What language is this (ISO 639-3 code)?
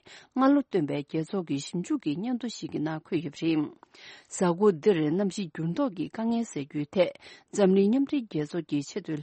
bod